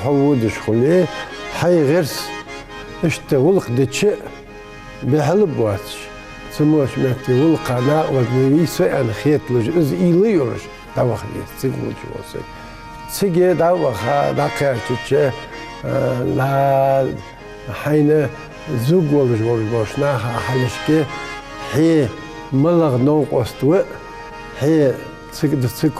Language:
Ingush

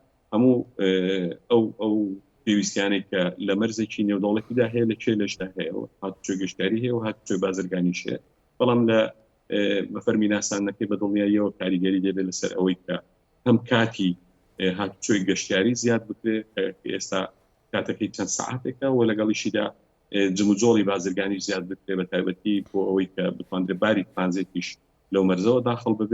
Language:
Central Kurdish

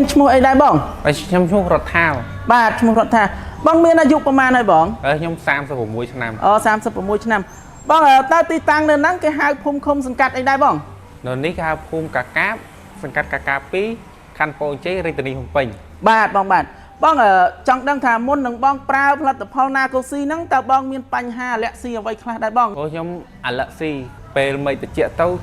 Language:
Khmer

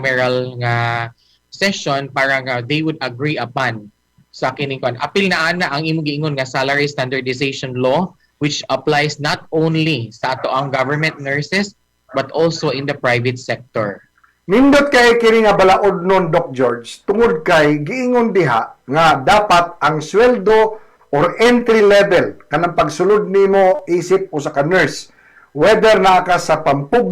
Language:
Cebuano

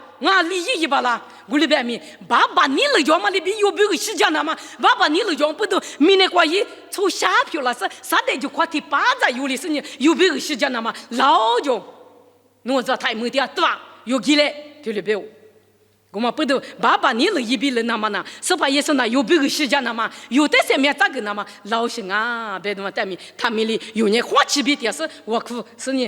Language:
Lisu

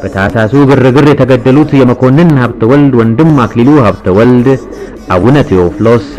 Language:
Amharic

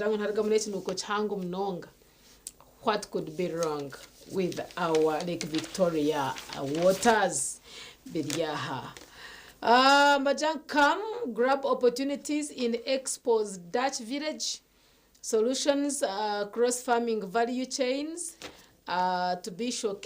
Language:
Nyankole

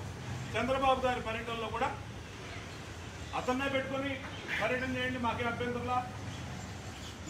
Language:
Telugu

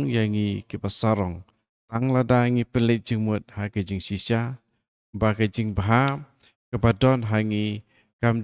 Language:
Khasi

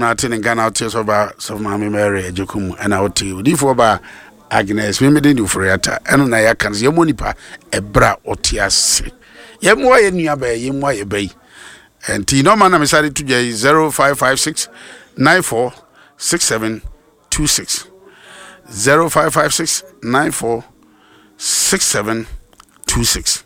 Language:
Akan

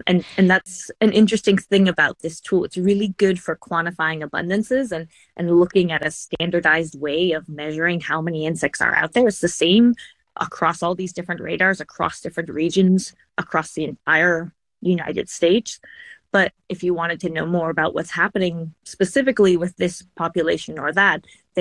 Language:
English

